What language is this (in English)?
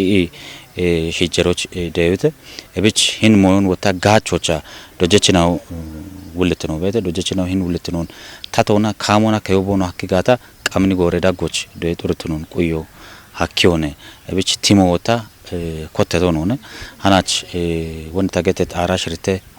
Kafa